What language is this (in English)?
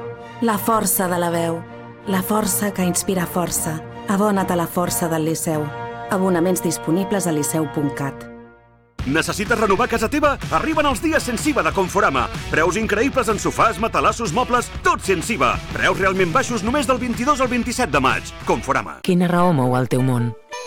Catalan